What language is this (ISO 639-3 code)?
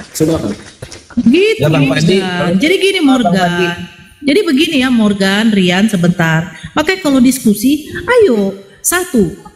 ind